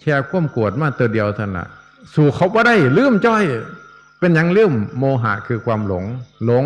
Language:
Northeastern Thai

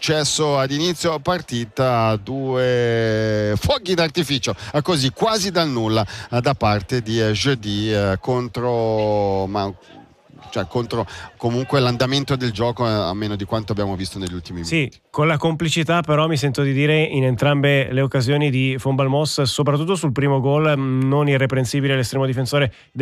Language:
Italian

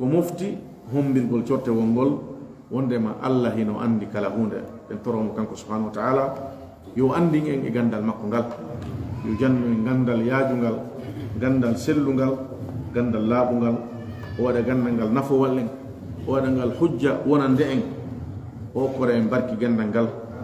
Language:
Fula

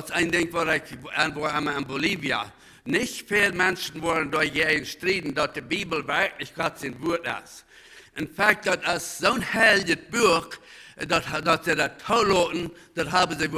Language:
Plautdietsch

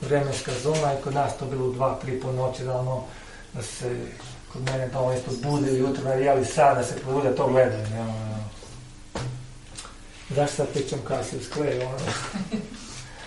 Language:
Croatian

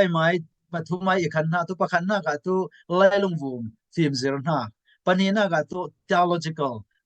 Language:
Falam Chin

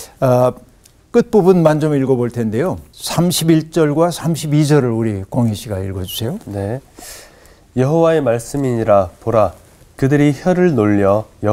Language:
Korean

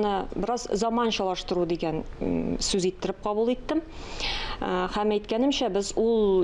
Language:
Tatar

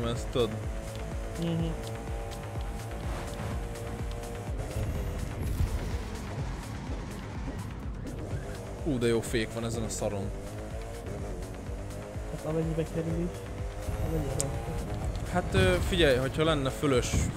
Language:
Hungarian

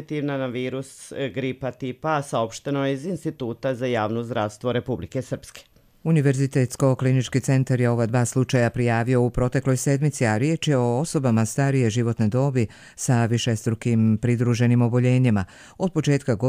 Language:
Bosnian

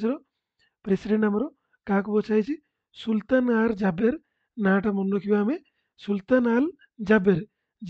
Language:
Odia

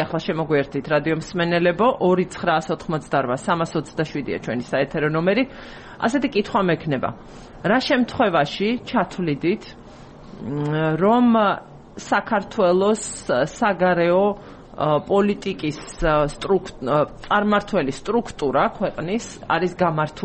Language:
Georgian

